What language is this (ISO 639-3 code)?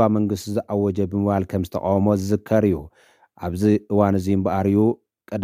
tir